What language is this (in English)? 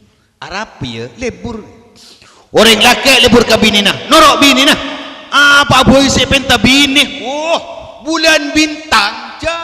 Madurese